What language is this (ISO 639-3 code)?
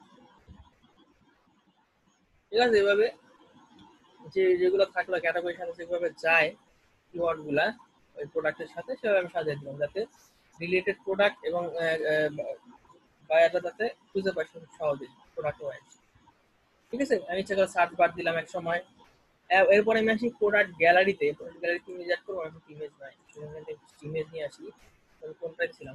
ben